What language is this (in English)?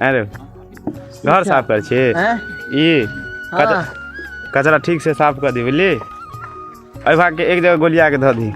Maithili